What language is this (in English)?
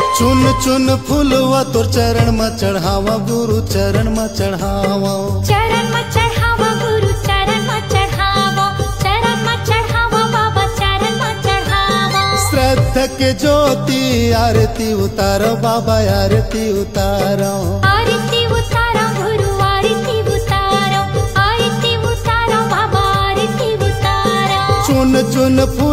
Chhattisgarhi